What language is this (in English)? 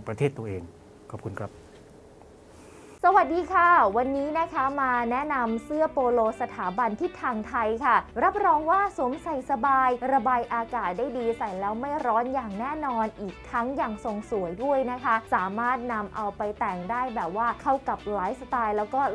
Thai